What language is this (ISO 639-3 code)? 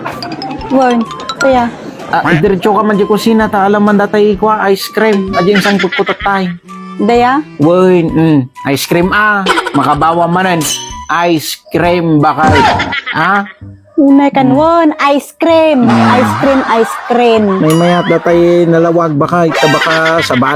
ilo